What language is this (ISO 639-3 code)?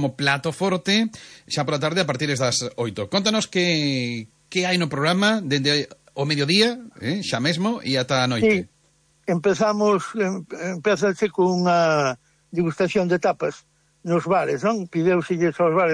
glg